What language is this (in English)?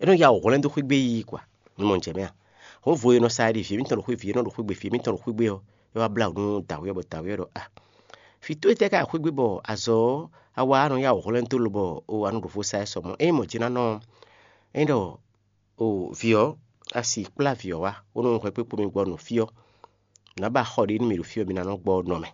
Fon